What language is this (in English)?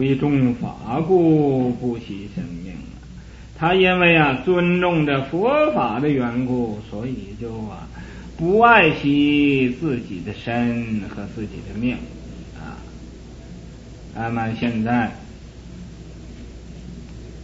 Chinese